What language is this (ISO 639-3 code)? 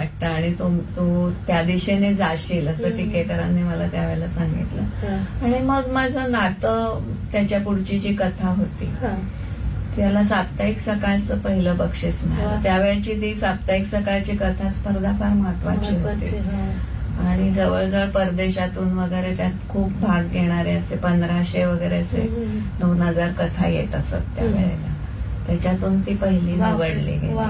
mar